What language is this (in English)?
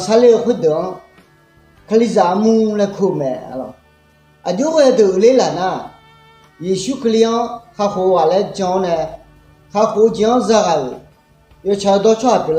Akha